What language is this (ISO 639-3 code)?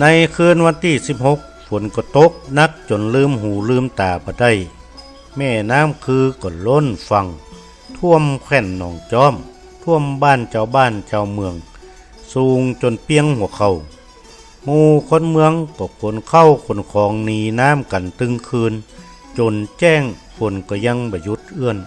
nod